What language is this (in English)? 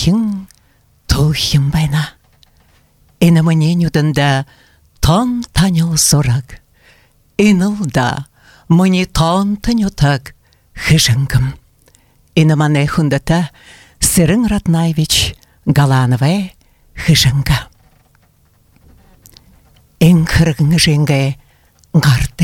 Buriat